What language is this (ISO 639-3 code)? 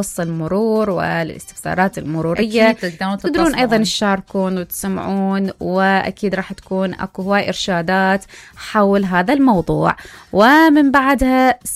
acm